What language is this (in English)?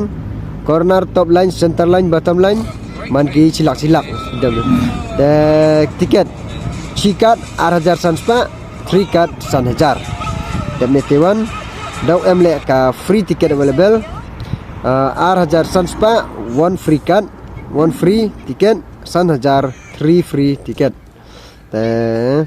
Pnar